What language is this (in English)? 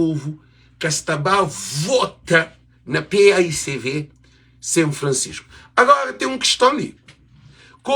Kabuverdianu